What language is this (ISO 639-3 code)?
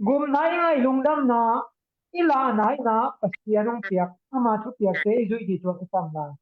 ctd